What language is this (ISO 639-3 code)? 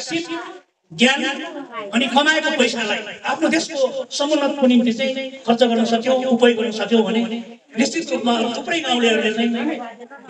nep